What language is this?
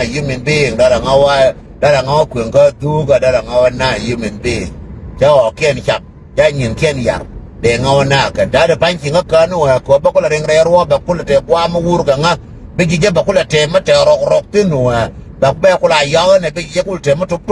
Nuer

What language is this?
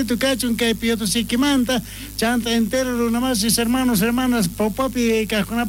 South Bolivian Quechua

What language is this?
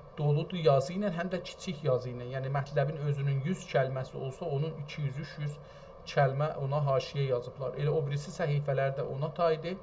South Azerbaijani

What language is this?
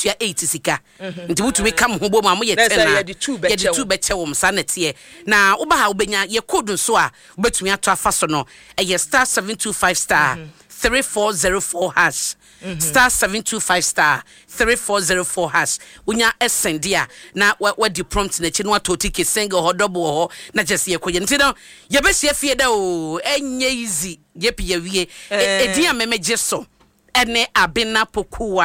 Akan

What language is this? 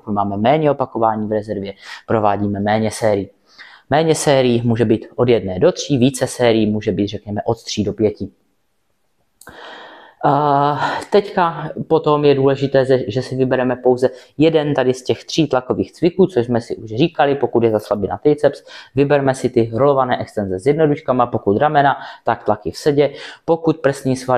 Czech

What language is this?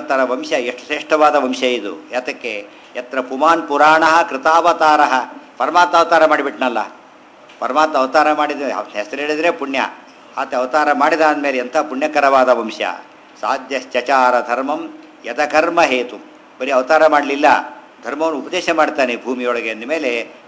Kannada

